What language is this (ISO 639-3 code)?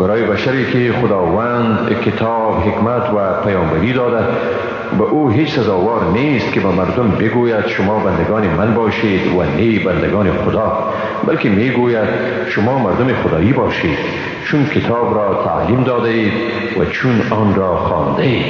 fas